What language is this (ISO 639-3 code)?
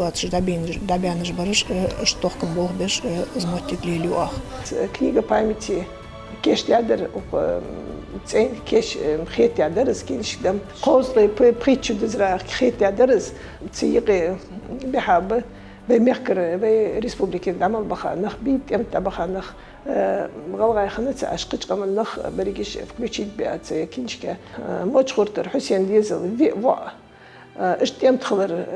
inh